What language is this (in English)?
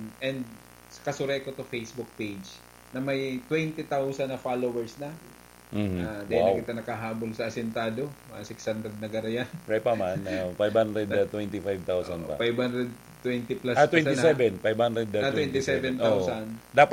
Bikol